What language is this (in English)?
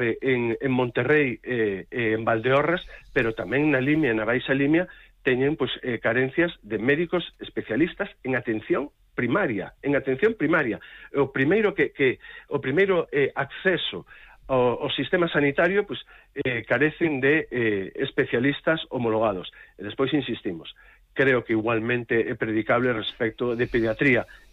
Galician